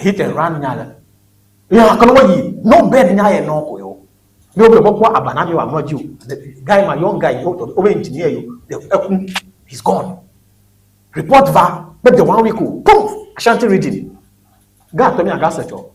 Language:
Ewe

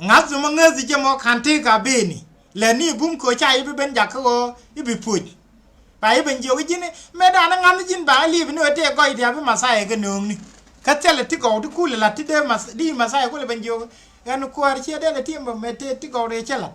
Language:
Nuer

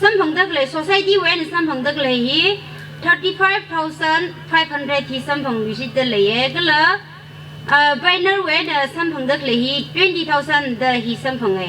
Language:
Tangkhul Naga (India)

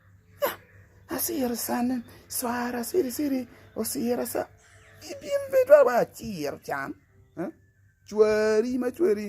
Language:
Acoli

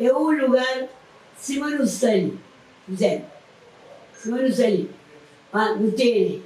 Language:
Kabuverdianu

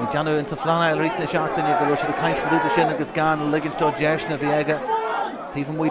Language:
Irish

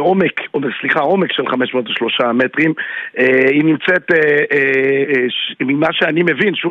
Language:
Hebrew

